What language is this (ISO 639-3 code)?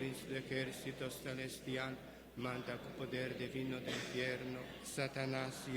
pap